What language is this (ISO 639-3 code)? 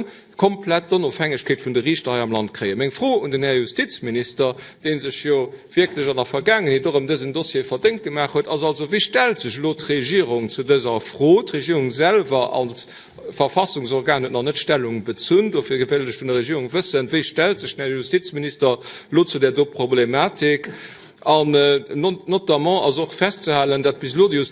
ltz